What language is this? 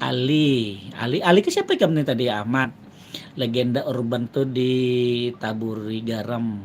Banjar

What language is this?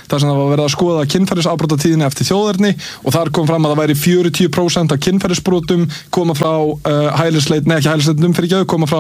Icelandic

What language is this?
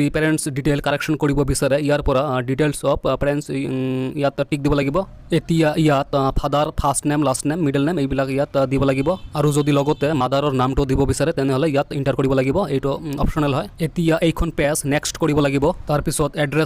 Assamese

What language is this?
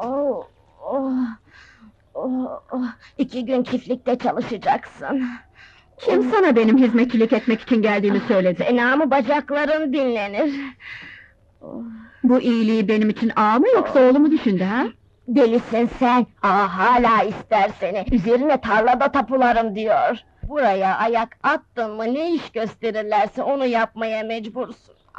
Turkish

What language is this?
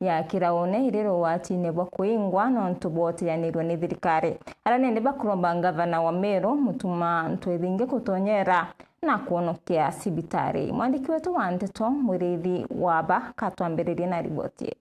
Meru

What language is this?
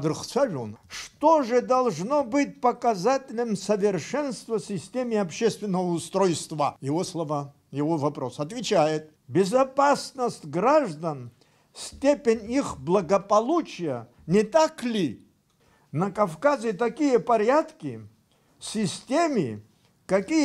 Abkhazian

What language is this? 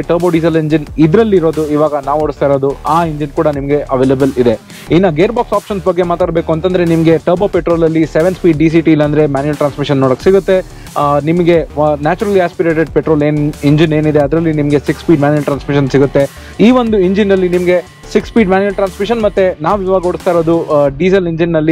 Kannada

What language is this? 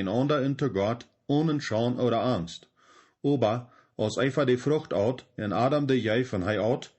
Plautdietsch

